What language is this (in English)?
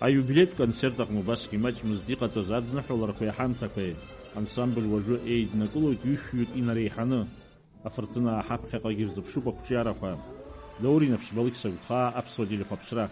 Abkhazian